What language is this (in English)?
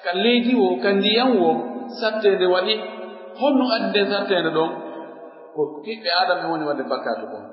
Pular